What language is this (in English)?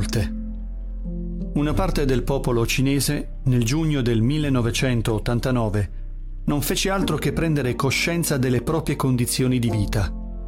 Italian